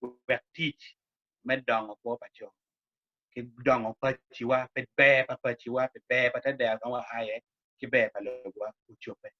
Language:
Acoli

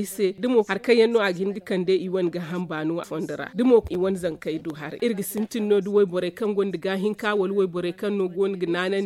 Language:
Zarma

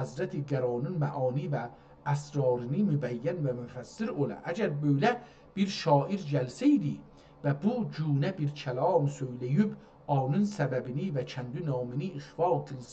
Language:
South Azerbaijani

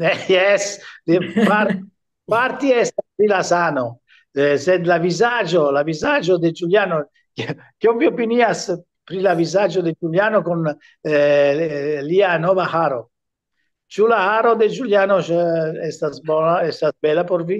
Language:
Esperanto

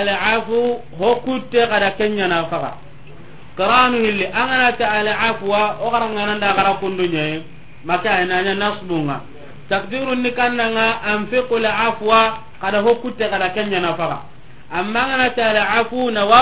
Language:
Soninke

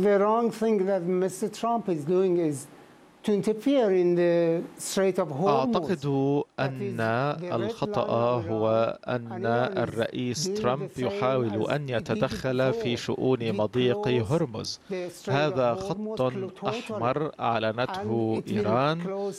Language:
Arabic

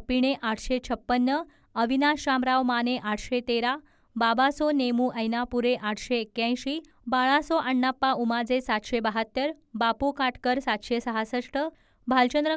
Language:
Marathi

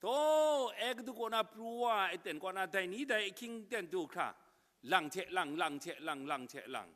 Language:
Kachin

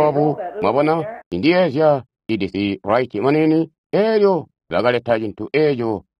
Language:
Tonga (Zambia)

